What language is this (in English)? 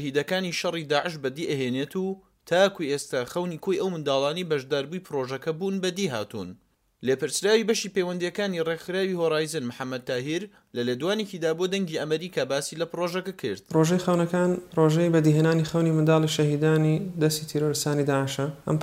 Central Kurdish